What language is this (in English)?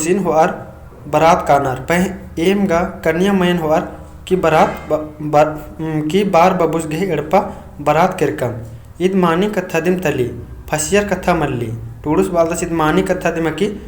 Kurukh